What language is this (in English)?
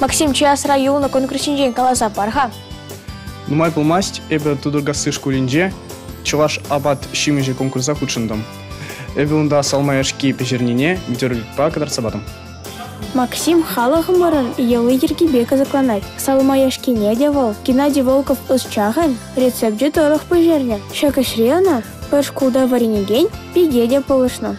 Chuvash